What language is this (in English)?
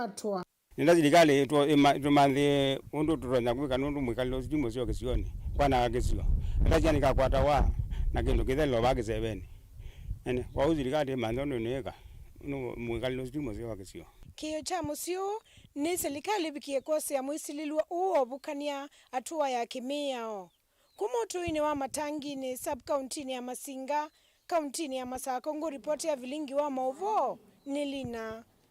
Kamba